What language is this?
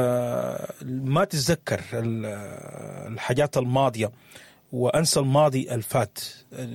Sudanese Arabic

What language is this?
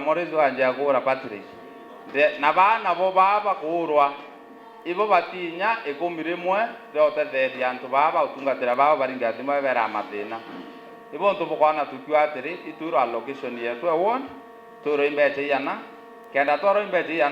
Meru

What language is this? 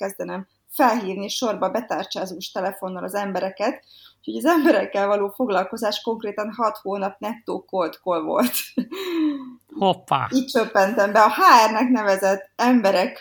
Hungarian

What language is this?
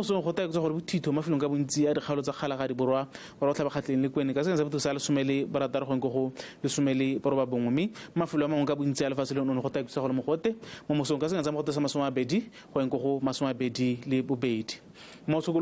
Tswana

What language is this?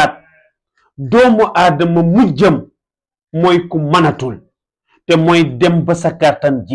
Wolof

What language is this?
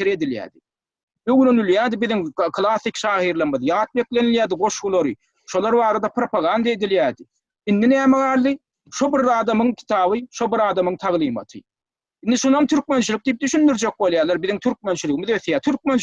Turkmen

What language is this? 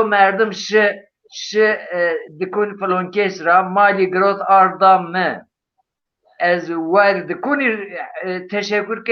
Zaza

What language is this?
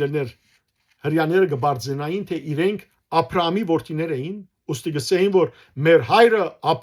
Western Armenian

